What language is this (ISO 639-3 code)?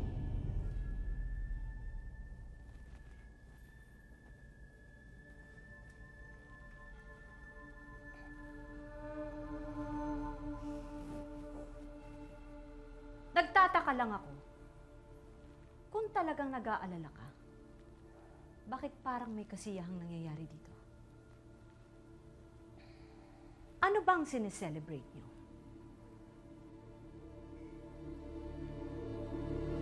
fil